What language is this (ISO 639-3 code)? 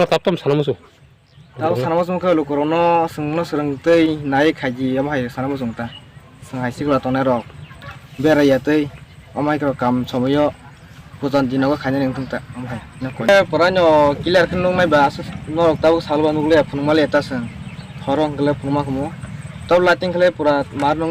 trp